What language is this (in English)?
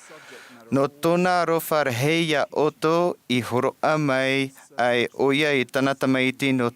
Tahitian